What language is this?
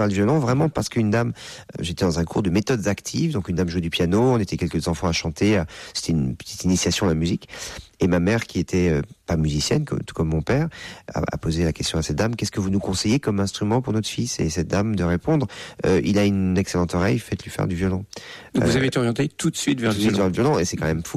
French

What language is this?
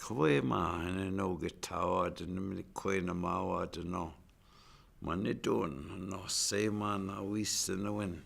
Chippewa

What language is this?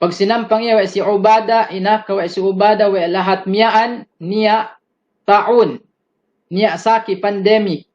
Yakan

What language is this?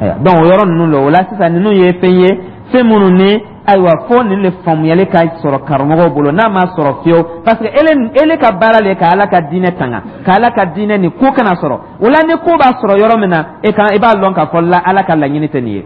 Dyula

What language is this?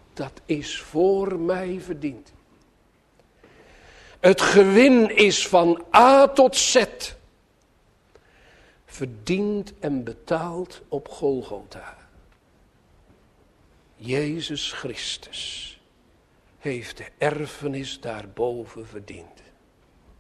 Dutch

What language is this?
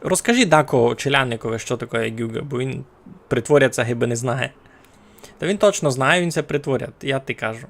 Rusyn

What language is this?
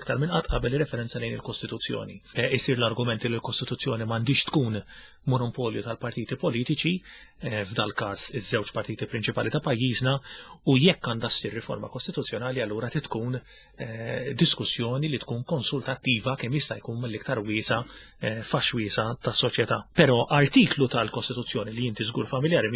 Maltese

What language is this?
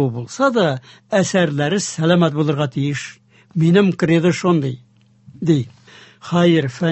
Tatar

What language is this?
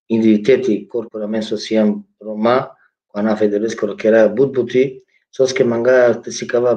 Balkan Romani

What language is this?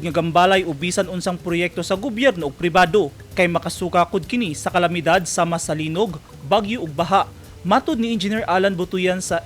Cebuano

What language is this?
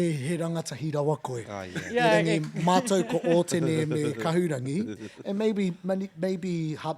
Māori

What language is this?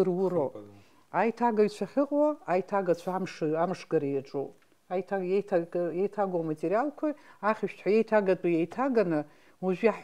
Abkhazian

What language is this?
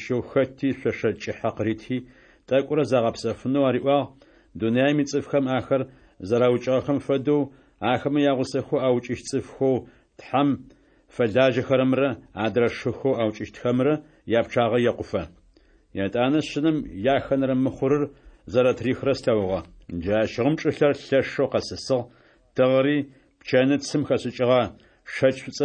Adyghe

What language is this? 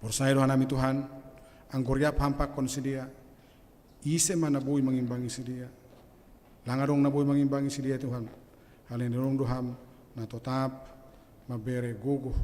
Batak Simalungun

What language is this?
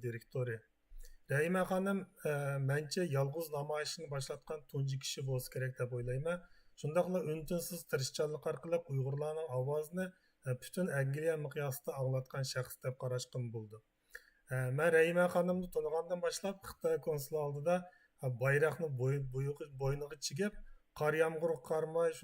Uyghur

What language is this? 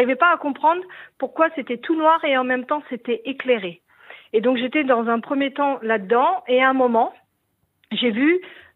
French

